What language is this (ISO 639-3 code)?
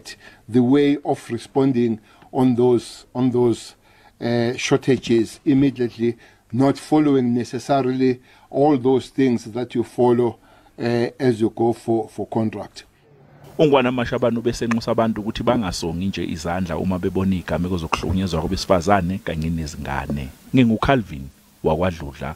zul